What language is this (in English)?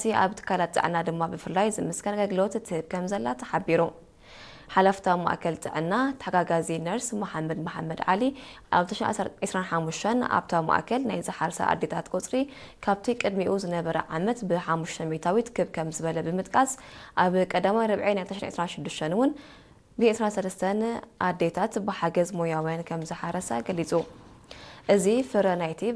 Tigrinya